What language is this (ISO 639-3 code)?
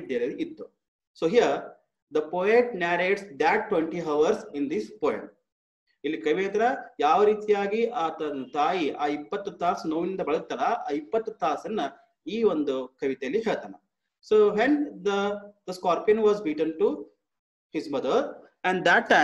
kan